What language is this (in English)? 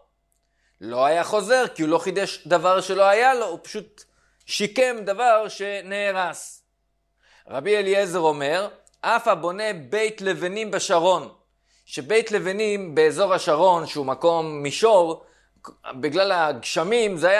Hebrew